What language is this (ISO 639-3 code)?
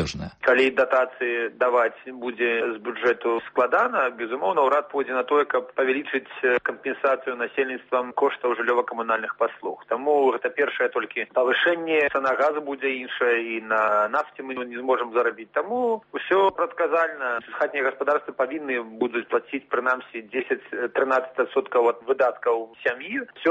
bel